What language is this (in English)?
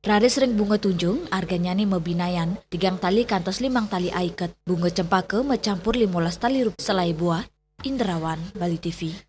Balinese